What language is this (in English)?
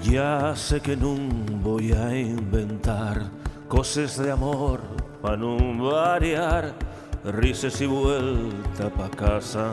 Asturian